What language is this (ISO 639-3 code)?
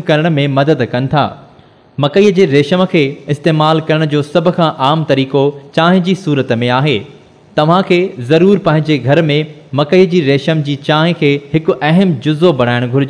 snd